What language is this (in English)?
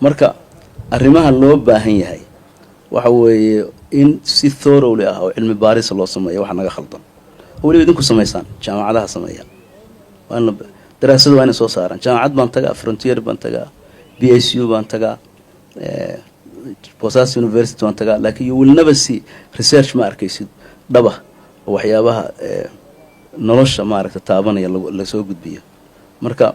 Somali